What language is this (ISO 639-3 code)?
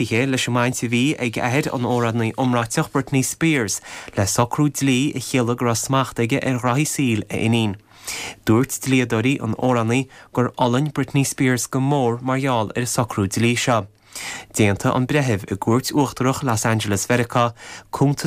gle